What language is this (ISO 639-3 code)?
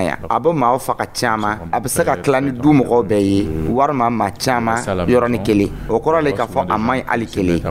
dyu